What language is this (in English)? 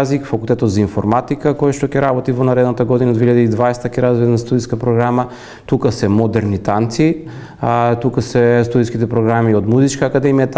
Macedonian